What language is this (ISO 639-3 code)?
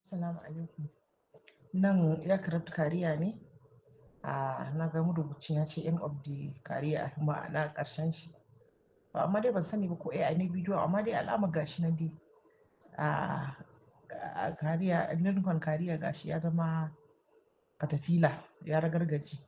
hau